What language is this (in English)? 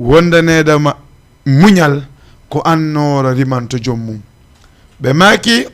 Fula